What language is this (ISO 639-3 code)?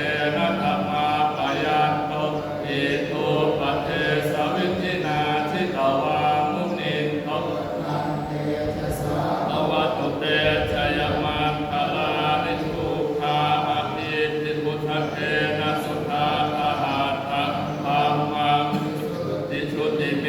pli